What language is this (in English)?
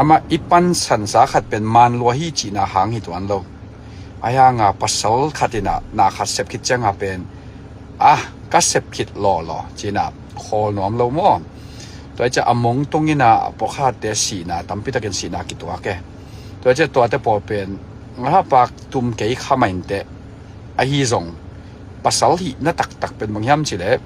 Tedim Chin